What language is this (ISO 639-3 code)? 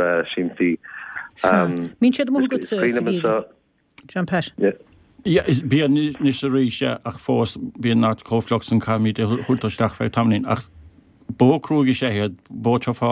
gle